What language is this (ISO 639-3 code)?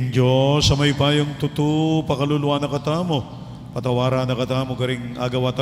pam